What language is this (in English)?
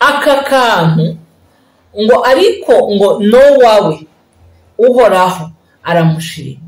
Rundi